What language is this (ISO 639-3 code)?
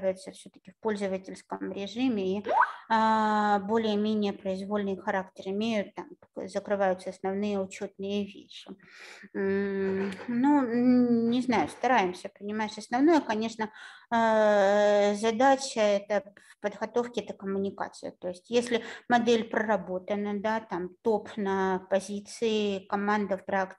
rus